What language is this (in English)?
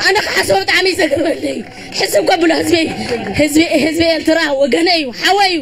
Tigrinya